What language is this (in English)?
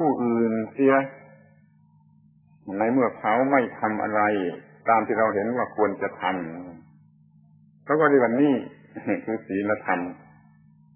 Thai